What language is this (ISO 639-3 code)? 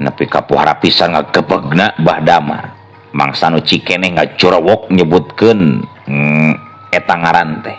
sun